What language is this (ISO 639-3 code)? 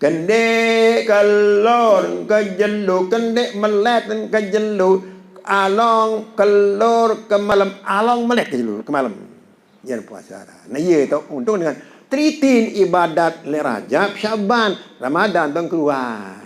sas